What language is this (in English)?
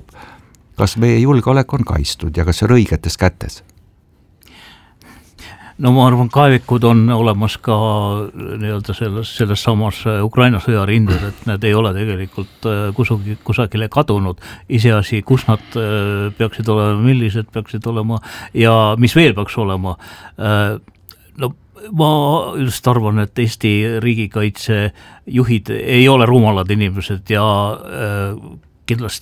Estonian